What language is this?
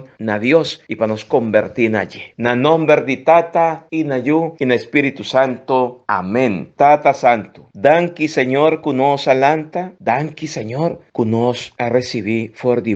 Papiamento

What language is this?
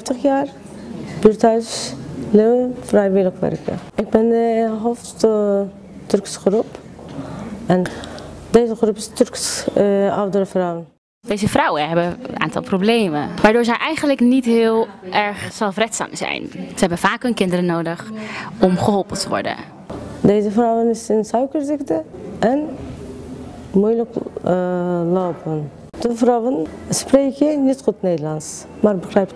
Dutch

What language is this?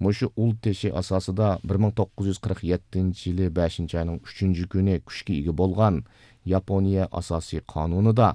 Uyghur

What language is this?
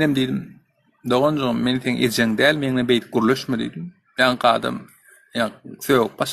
Turkmen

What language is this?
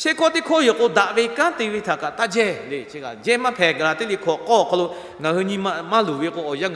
Lahu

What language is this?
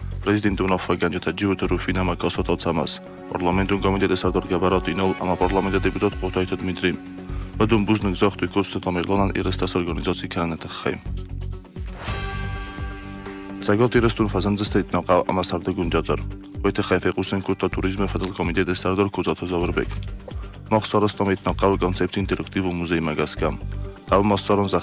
Russian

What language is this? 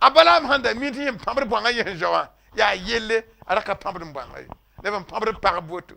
Mossi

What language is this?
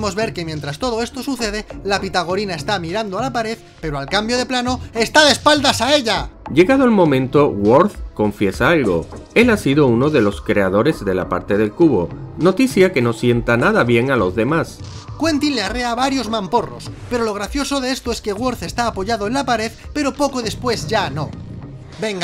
Spanish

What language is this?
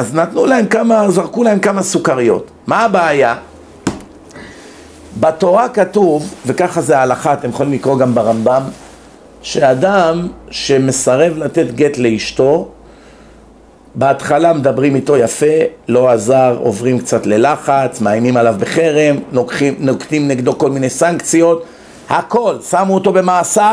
Hebrew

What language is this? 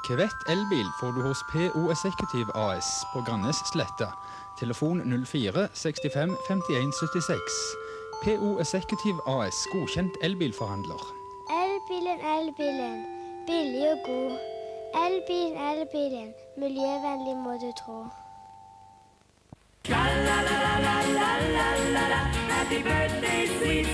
Norwegian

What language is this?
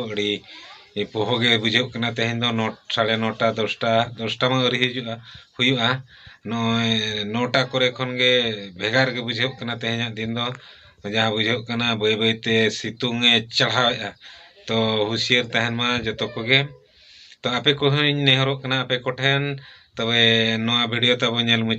Santali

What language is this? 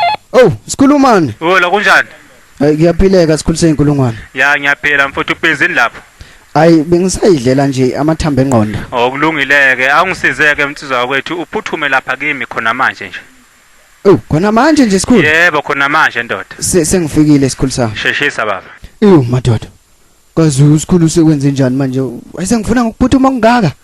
Zulu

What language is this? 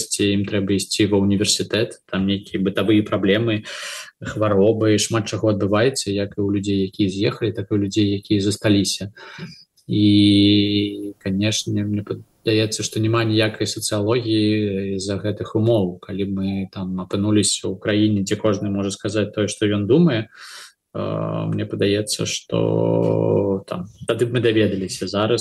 Belarusian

